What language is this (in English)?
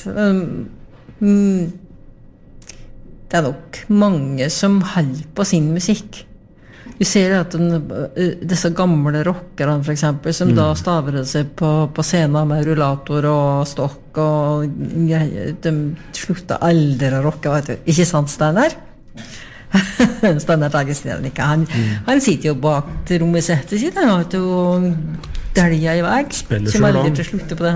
Norwegian